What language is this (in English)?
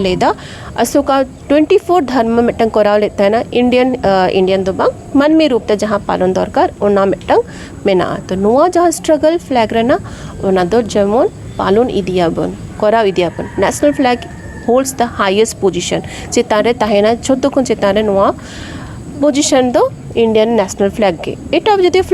Santali